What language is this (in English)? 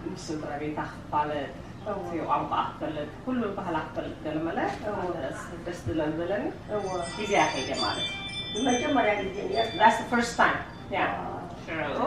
Tigrinya